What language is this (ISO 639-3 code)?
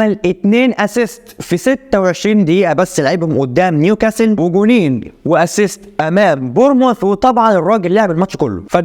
arz